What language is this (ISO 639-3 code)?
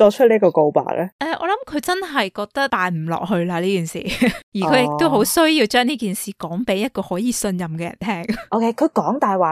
yue